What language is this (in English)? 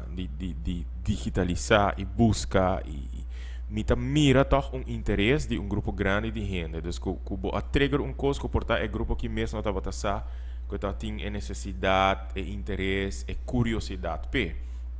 Papiamento